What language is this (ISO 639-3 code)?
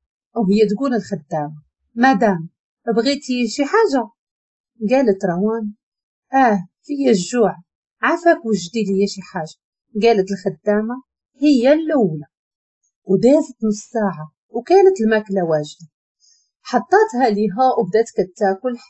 ary